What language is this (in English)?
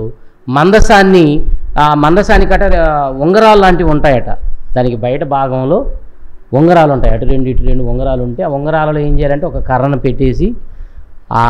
Telugu